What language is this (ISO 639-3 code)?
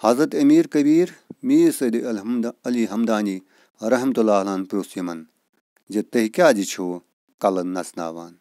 kas